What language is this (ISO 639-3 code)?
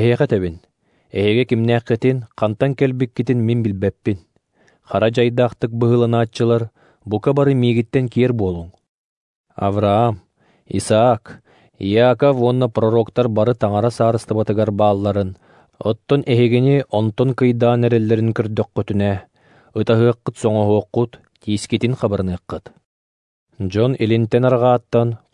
sah